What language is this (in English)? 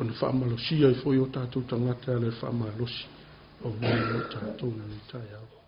Samoan